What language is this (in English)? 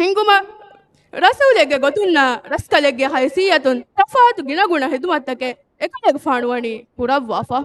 Divehi